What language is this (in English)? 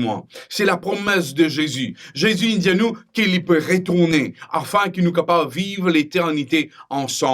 Morisyen